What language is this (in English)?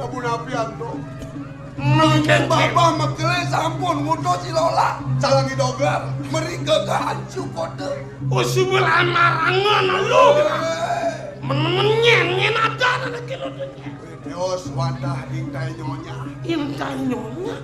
Balinese